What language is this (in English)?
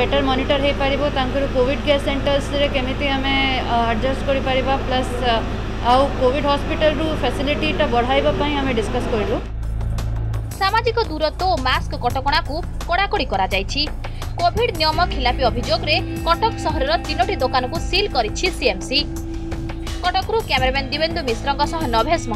Odia